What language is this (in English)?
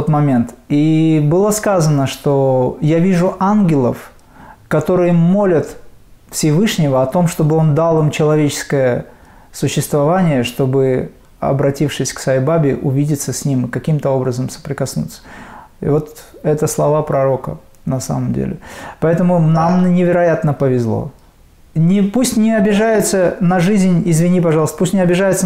Russian